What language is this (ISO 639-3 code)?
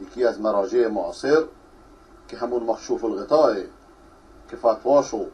fas